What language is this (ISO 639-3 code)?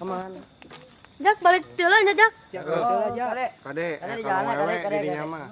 sun